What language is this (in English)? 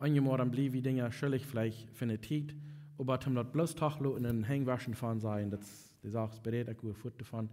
Plautdietsch